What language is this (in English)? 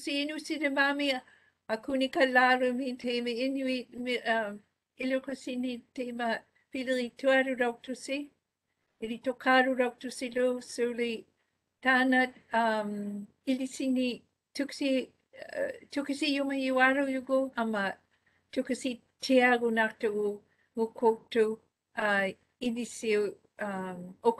Māori